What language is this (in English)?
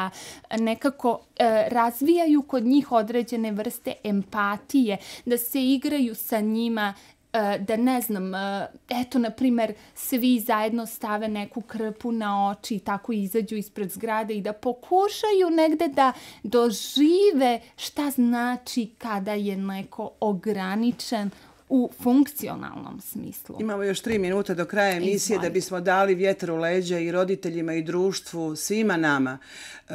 Serbian